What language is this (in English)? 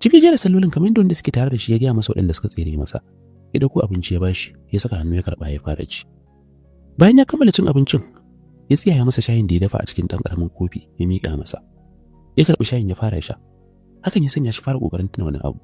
Hausa